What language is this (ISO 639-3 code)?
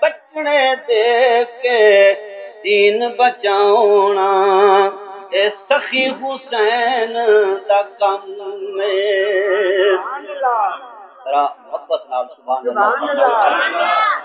skr